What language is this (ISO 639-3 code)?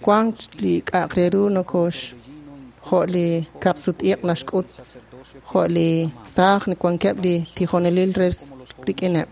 kek